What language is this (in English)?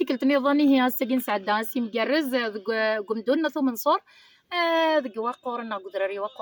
Kabyle